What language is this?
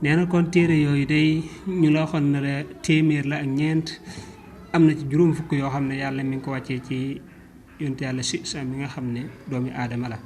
Wolof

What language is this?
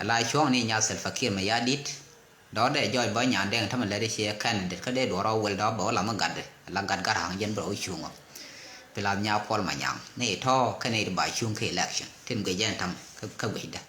Nuer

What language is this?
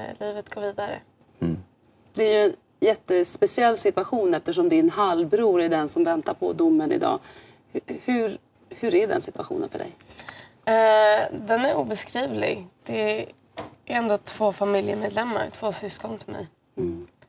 Swedish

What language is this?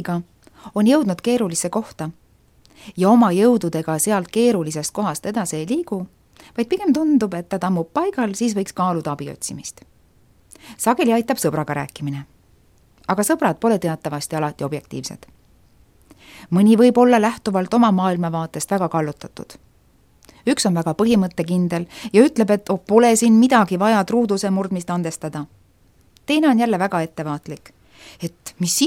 Estonian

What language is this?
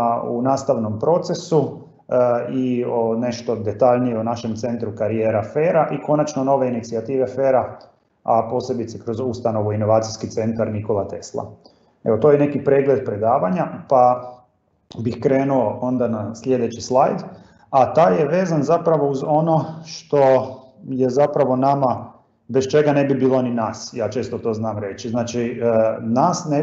Croatian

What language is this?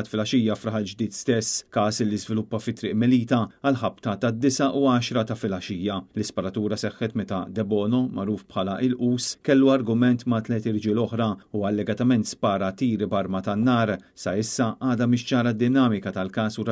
Maltese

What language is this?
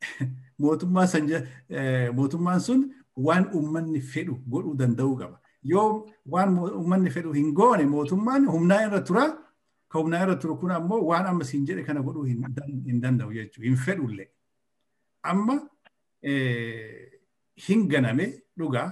Oromo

